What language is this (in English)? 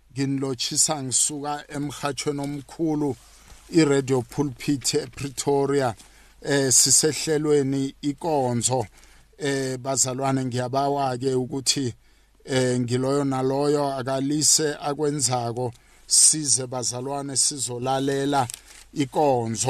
South Ndebele